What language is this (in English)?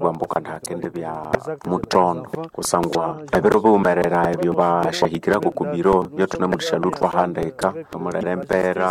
Nande